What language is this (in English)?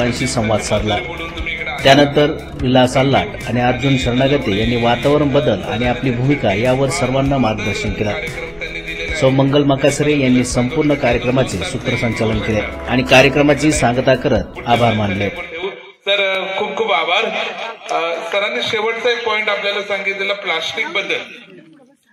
Marathi